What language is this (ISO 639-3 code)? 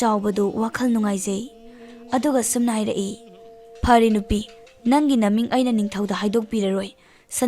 mni